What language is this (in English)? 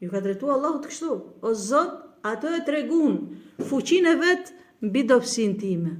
Albanian